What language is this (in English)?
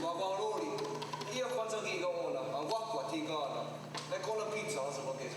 Mohawk